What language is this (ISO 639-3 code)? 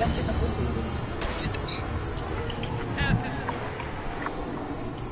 msa